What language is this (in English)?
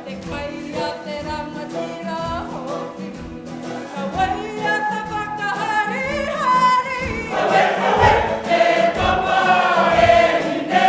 Māori